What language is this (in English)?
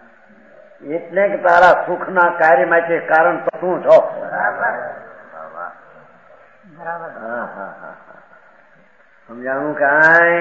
Gujarati